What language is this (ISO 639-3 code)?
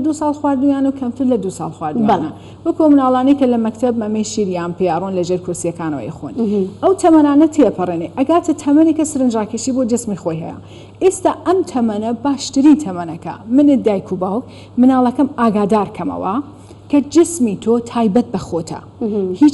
ckb